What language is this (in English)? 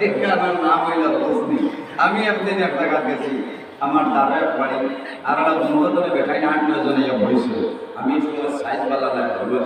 Sylheti